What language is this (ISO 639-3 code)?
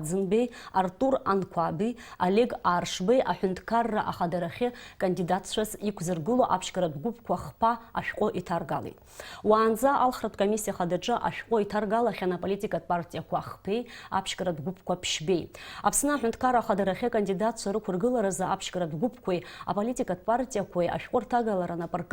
abk